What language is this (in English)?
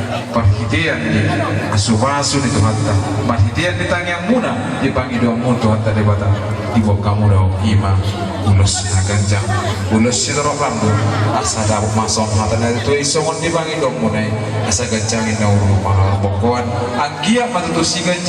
Batak Toba